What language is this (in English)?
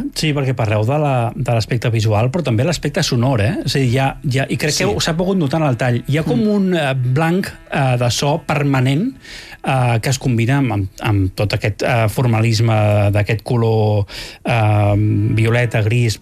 Catalan